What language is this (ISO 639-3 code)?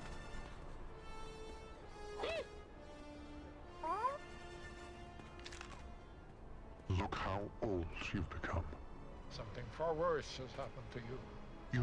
eng